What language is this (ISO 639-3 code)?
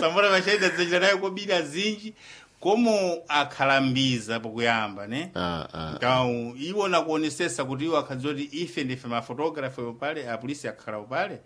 seh